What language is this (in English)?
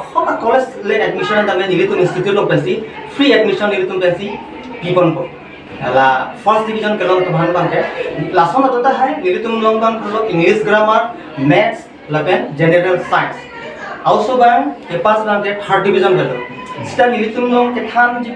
Karbi